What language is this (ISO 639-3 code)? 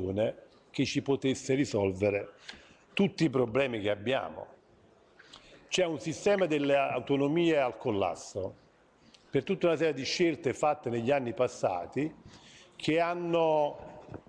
ita